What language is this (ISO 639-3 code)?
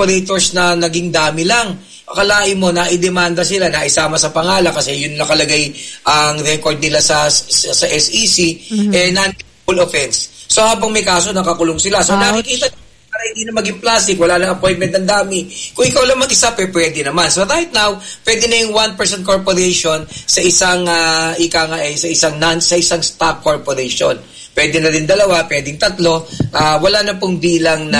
fil